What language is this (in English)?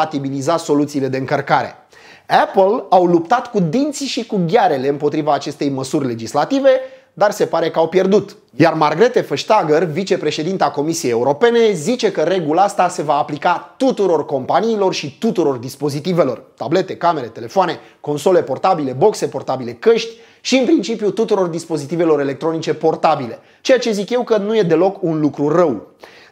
Romanian